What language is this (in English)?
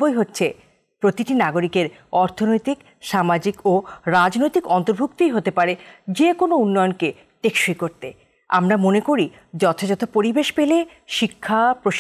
Bangla